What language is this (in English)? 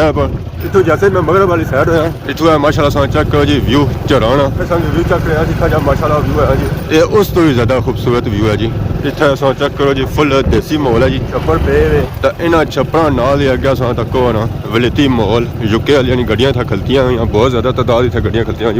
Pahari-Potwari